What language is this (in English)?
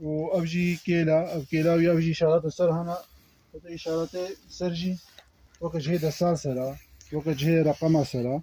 Kurdish